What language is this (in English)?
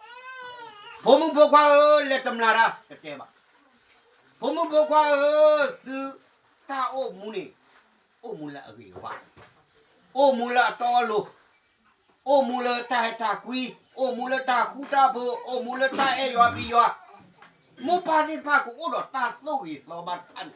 S'gaw Karen